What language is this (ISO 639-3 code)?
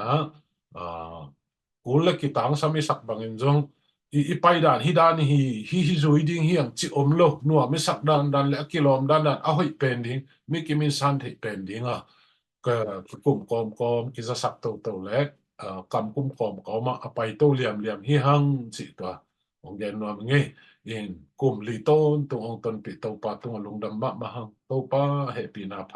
ctd